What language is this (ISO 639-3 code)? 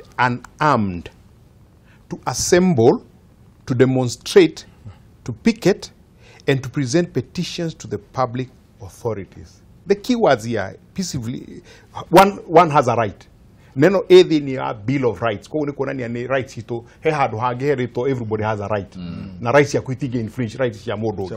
kik